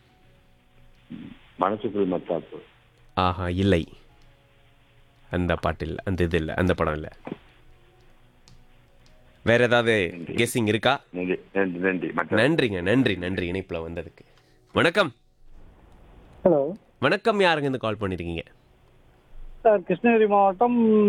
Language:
Tamil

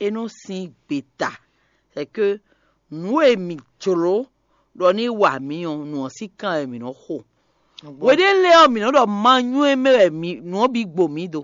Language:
Fon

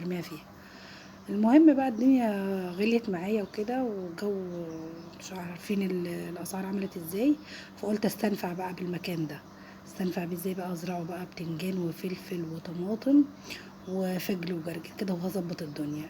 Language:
Egyptian Arabic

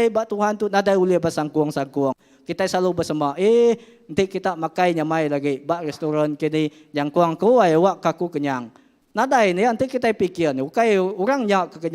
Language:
Iban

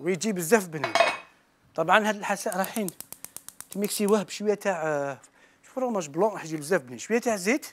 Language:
Algerian Arabic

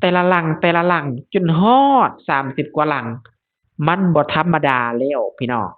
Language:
Lao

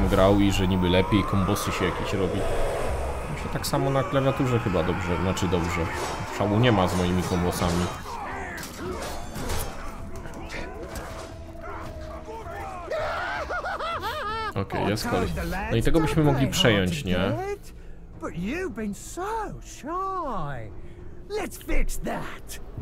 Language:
Polish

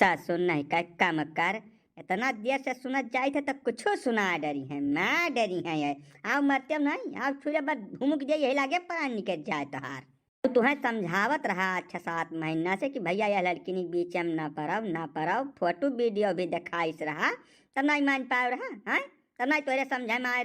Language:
Awadhi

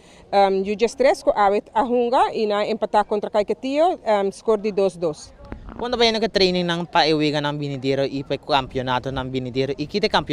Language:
Papiamento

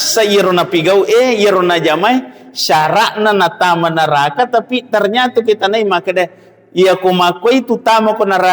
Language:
Buginese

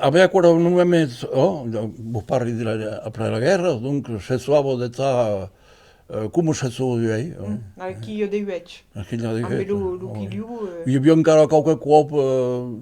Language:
Occitan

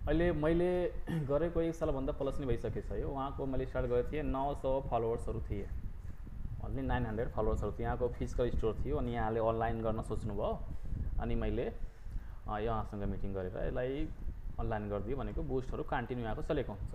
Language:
Nepali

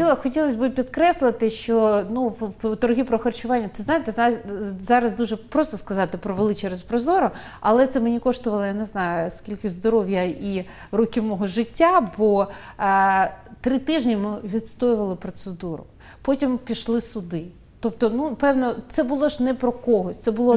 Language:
Ukrainian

